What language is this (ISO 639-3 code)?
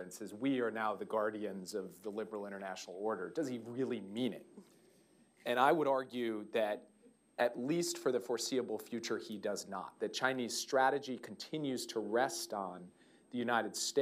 eng